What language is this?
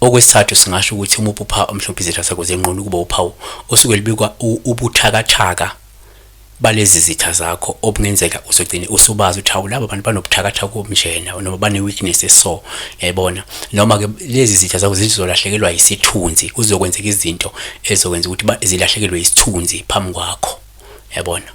Zulu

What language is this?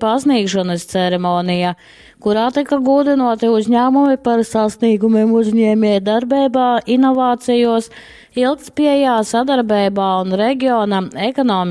Latgalian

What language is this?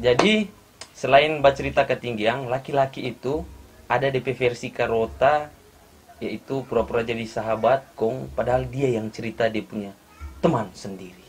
Manado Malay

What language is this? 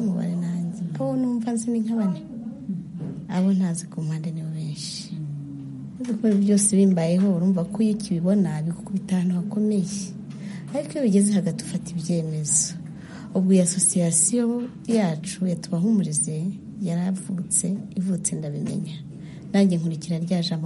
Kinyarwanda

